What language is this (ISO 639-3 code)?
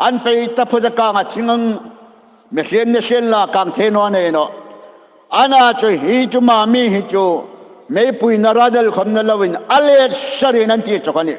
hmr